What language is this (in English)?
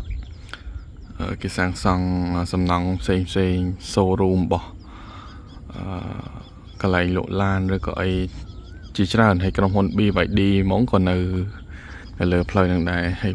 Khmer